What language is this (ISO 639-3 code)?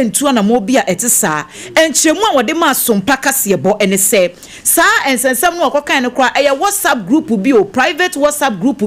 aka